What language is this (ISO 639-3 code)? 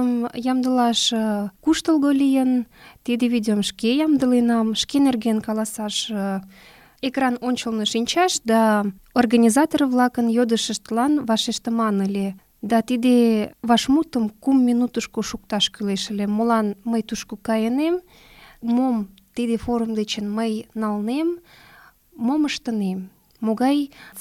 chm